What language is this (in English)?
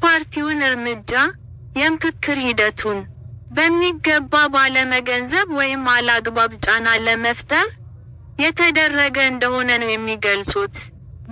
Amharic